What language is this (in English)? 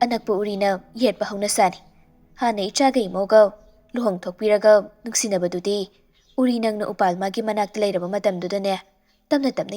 Manipuri